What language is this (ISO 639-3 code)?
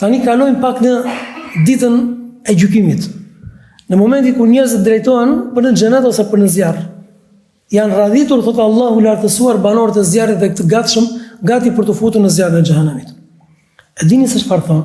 sqi